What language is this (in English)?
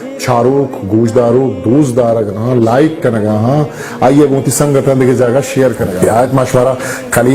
Eastern Balochi